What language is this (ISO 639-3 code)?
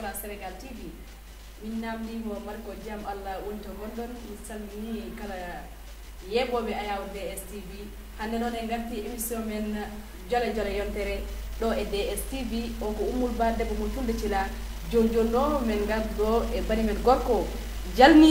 ful